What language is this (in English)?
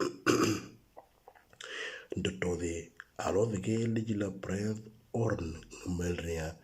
Moro